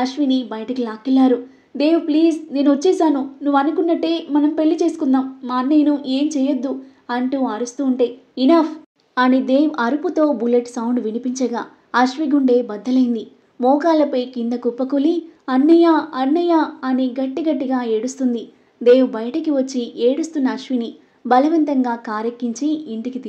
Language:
Telugu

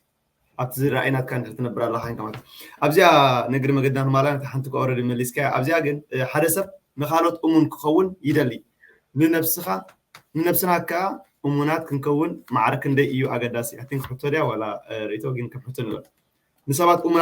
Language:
Tigrinya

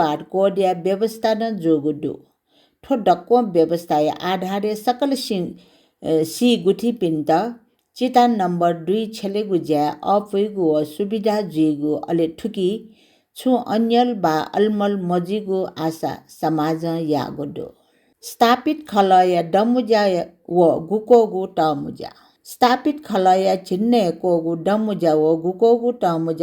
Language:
Newari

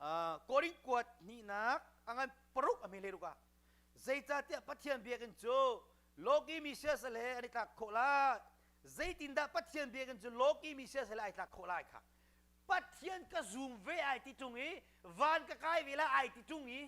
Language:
Hakha Chin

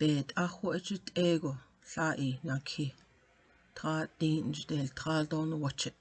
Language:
Navajo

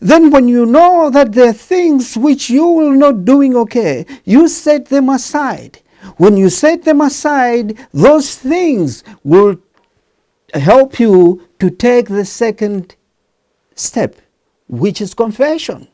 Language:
English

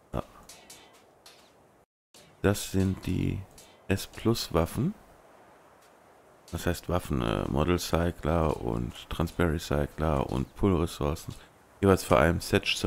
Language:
German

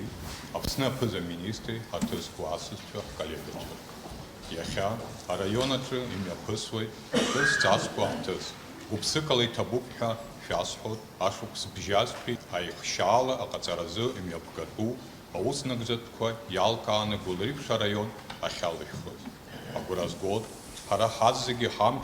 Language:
Abkhazian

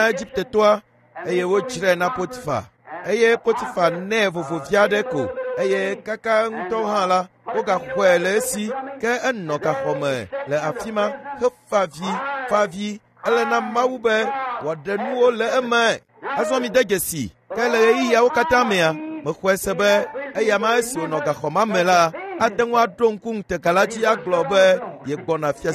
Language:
Ewe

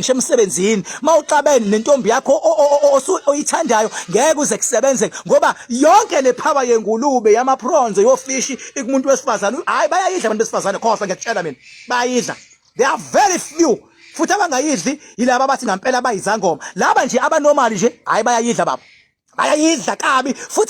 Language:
Zulu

